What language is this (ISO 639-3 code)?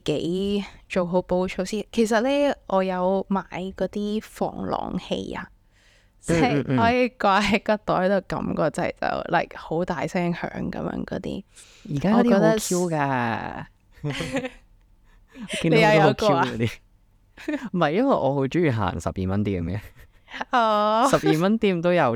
yue